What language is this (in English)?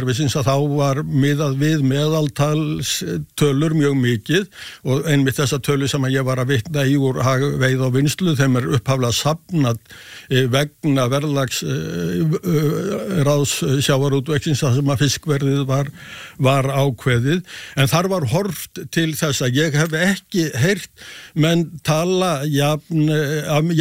Icelandic